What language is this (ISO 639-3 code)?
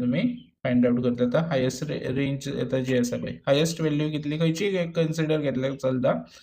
kok